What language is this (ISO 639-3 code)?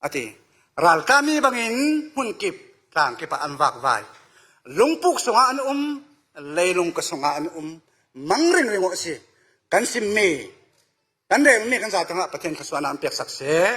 cfm